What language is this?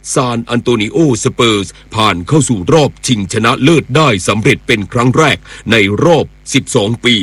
Thai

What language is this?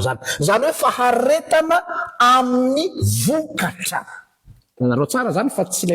Malagasy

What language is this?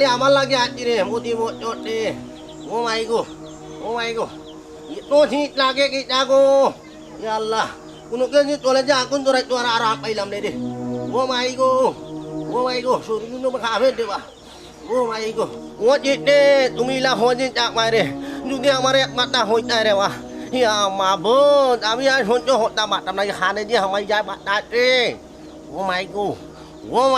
Sylheti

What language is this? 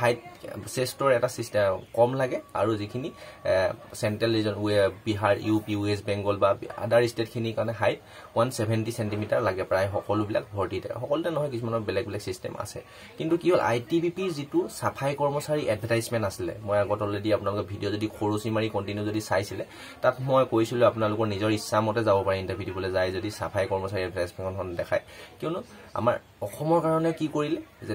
Assamese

